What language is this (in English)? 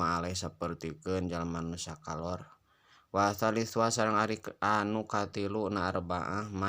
Sundanese